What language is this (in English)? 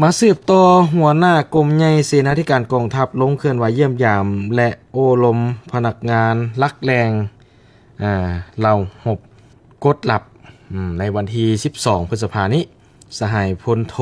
Lao